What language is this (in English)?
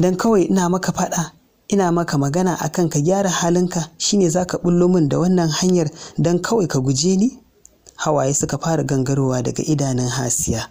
Hausa